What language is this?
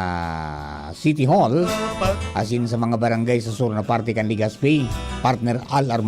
Bikol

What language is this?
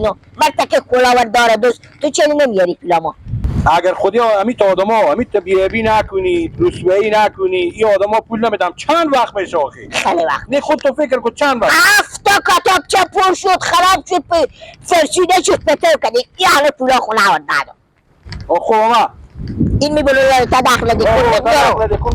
Persian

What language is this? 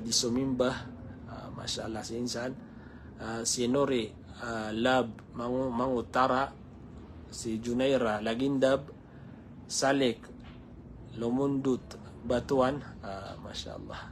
Maranao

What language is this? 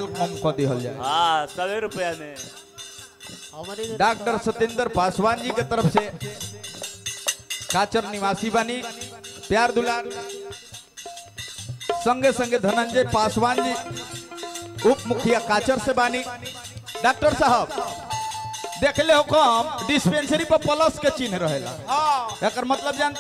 Bhojpuri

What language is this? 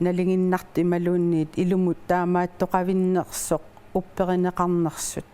Kalaallisut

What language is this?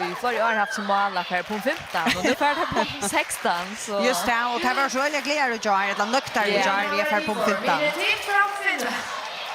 Faroese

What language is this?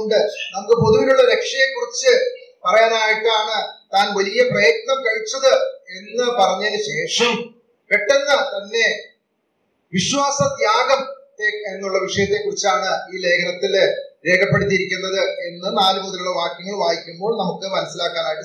Malayalam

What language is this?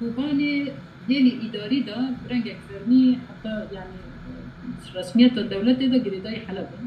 Kurdish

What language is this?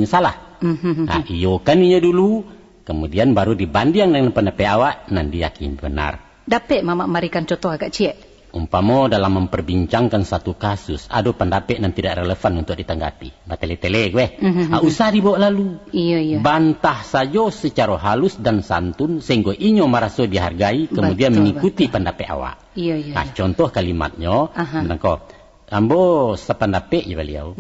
Minangkabau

